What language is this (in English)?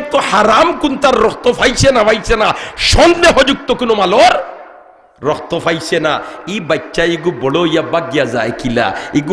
Sylheti